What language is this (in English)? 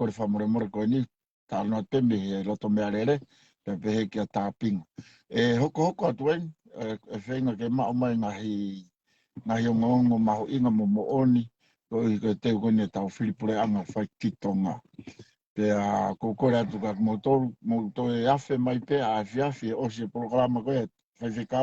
Tongan